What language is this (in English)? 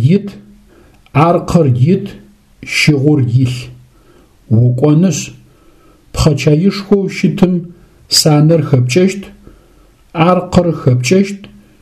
Adyghe